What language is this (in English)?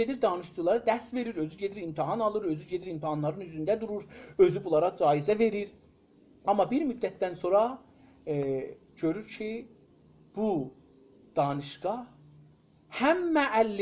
South Azerbaijani